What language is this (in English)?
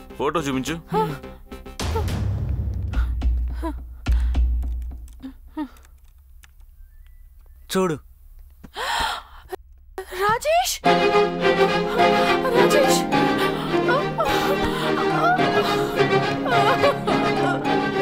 Telugu